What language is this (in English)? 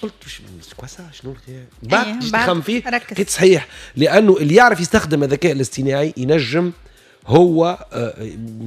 Tunisian Arabic